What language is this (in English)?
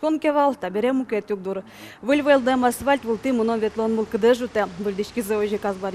Udmurt